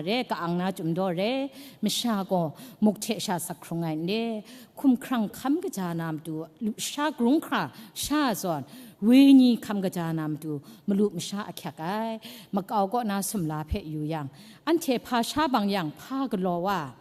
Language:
Kachin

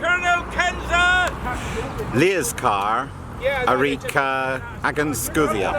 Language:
Cornish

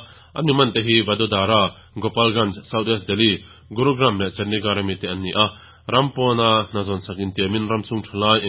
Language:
Mizo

